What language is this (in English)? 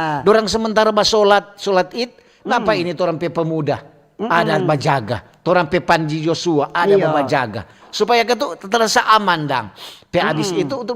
Manado Malay